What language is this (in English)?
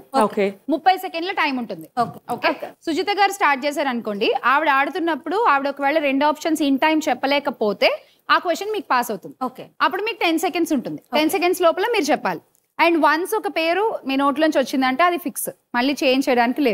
Telugu